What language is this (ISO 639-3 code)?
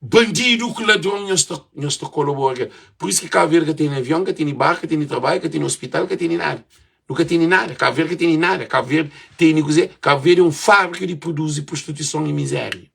kea